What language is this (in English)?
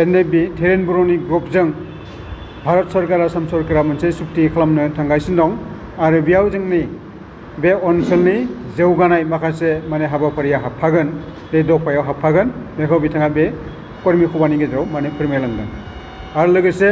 Bodo